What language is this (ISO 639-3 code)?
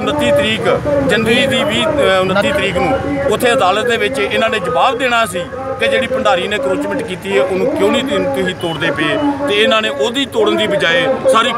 pan